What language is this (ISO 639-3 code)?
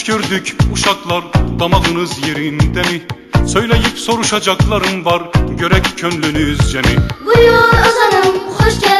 azb